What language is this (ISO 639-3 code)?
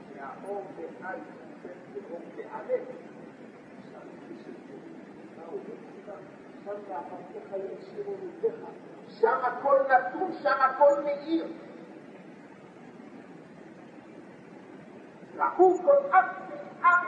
heb